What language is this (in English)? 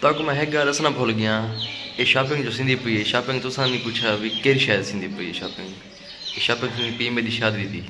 Saraiki